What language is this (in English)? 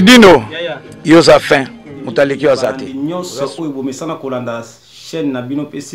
Lingala